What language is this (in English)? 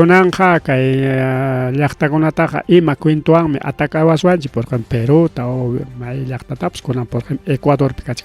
Ayacucho Quechua